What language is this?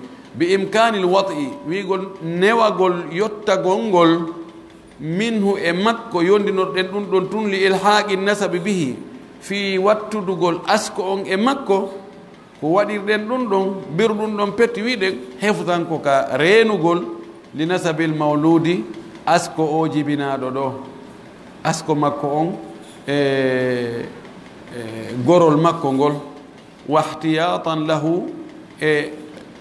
Pular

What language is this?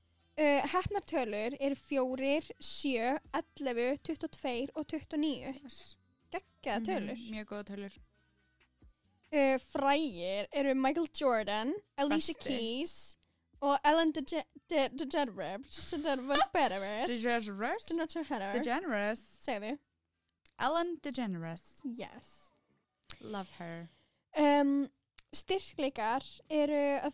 Icelandic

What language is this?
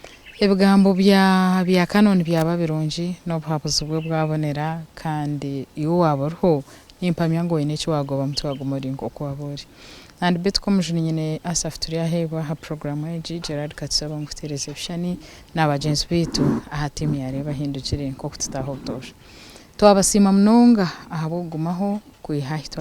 Nyankole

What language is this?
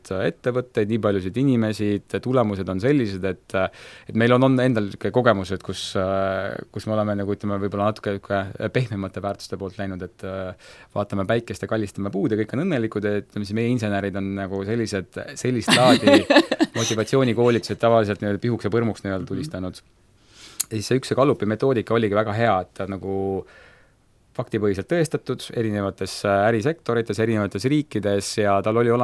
Estonian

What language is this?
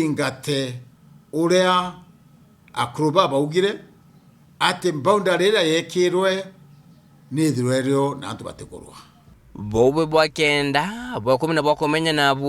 Meru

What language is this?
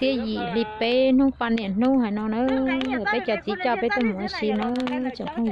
Hmong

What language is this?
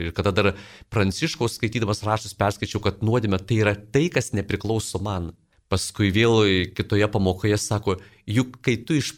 Lithuanian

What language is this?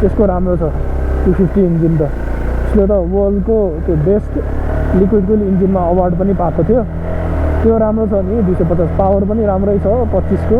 Nepali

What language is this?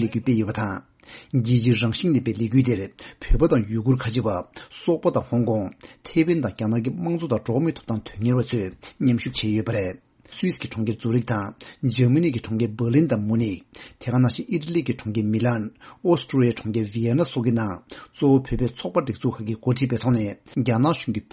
Tibetan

